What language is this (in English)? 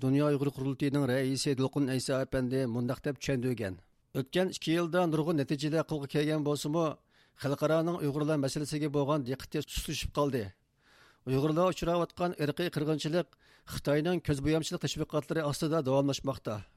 Uyghur